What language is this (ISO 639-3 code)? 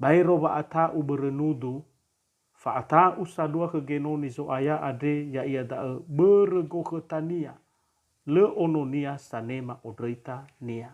nia